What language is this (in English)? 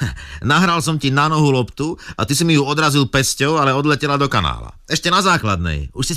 Slovak